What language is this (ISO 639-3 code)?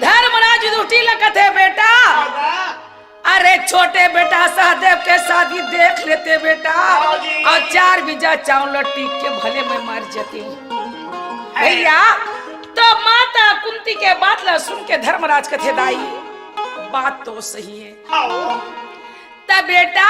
hne